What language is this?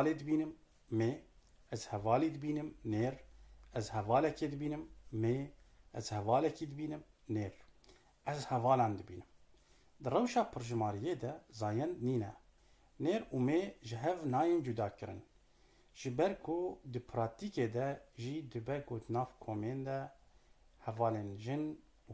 Kurdish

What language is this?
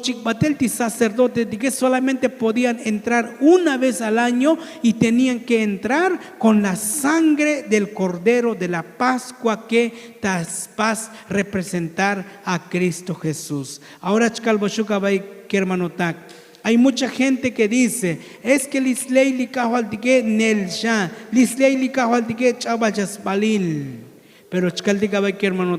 Tzotzil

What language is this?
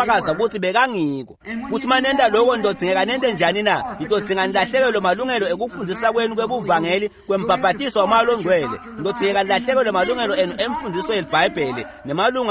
Swati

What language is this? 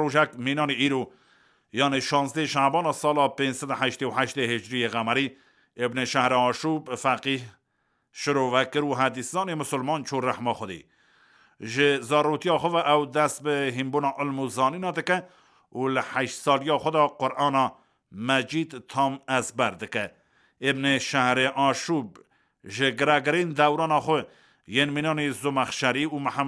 Kurdish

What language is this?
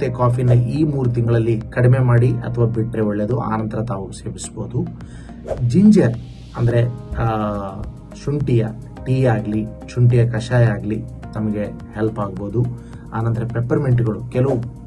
Kannada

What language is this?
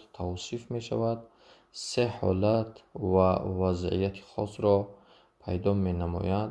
Tajik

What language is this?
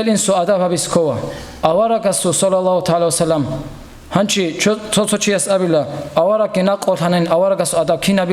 Avaric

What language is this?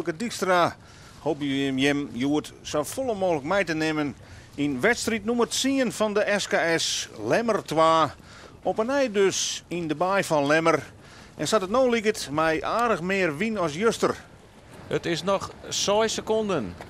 Western Frisian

